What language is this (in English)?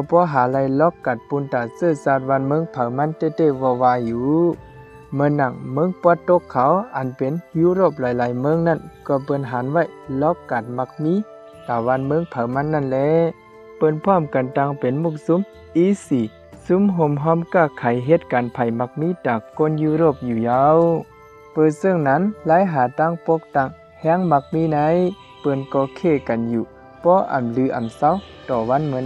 Shan